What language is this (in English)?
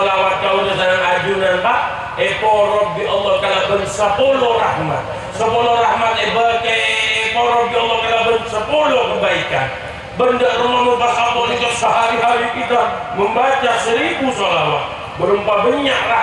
Madurese